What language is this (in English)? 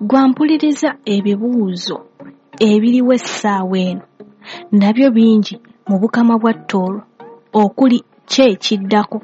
Ganda